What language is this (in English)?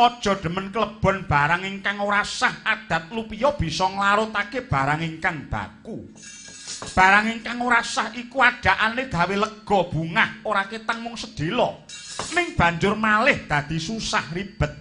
Javanese